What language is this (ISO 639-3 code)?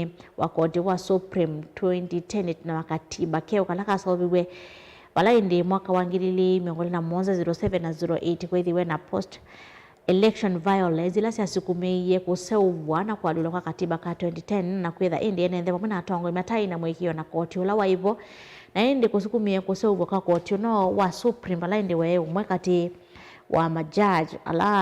kam